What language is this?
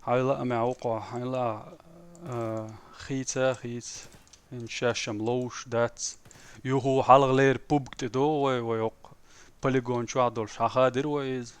Chechen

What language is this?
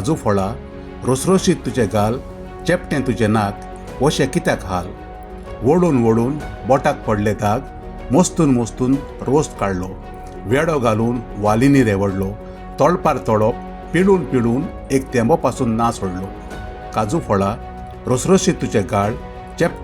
Konkani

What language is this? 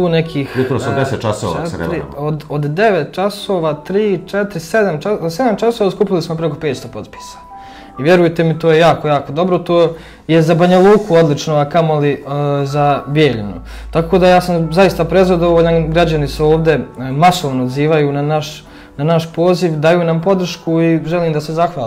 Serbian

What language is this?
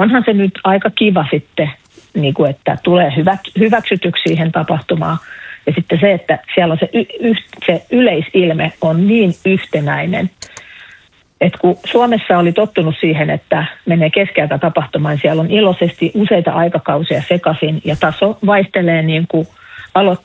Finnish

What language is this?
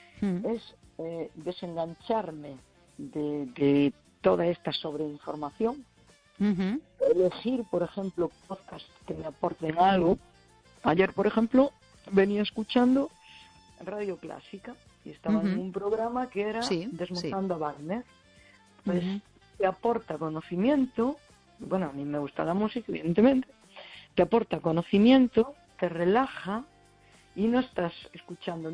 Spanish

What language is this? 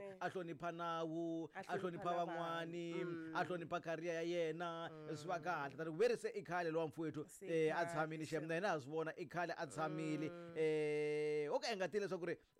Tsonga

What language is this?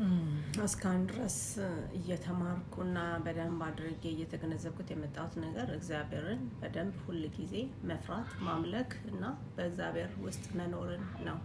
Amharic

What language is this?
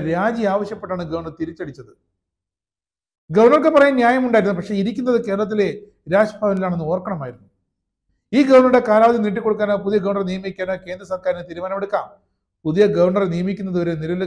Malayalam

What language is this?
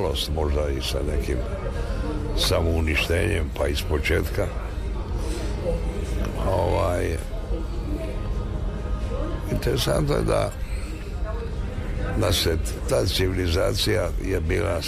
Serbian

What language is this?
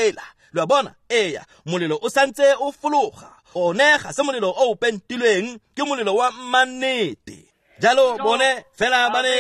Tswana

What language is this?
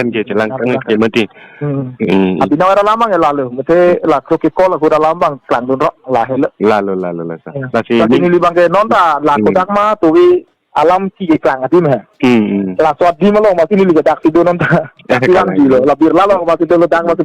Karbi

